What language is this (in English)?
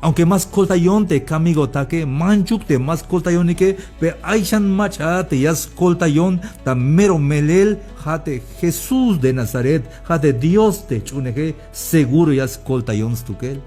Tzeltal